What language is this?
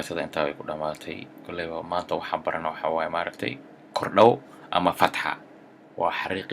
Somali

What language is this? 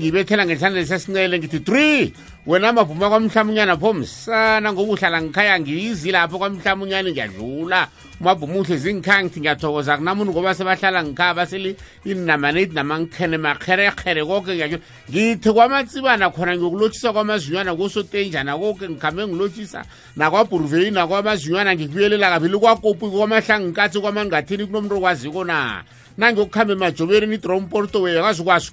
South Ndebele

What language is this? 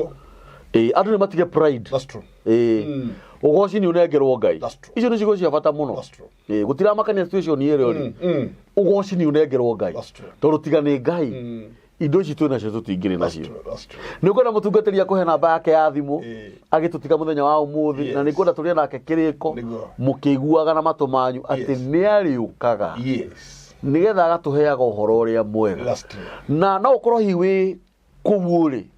Kikuyu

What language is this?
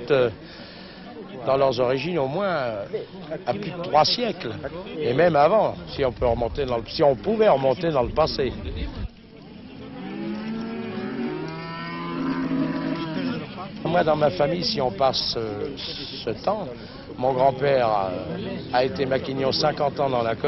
French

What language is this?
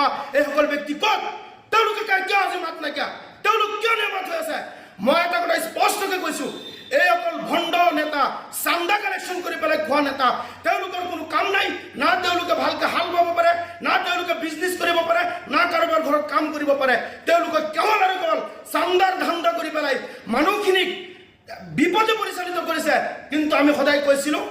Assamese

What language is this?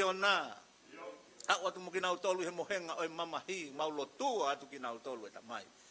Tongan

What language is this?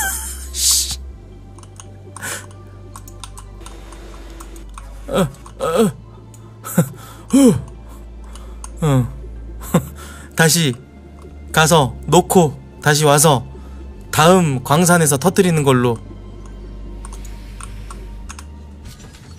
Korean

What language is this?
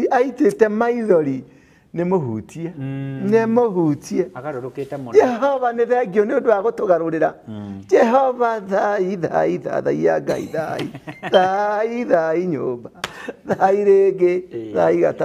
Kikuyu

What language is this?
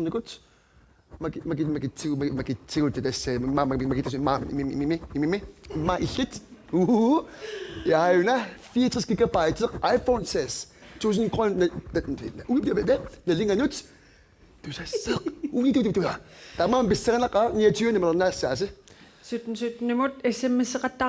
Kalaallisut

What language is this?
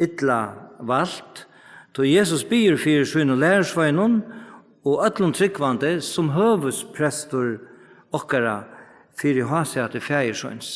Faroese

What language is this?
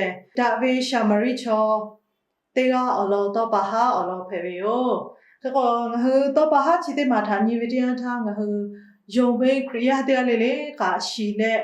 Lahu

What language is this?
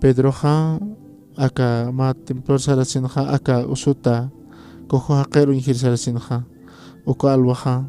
Aymara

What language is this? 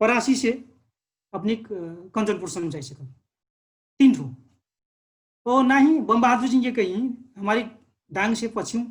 Dangaura Tharu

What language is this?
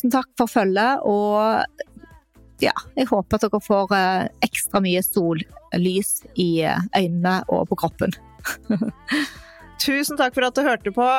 Norwegian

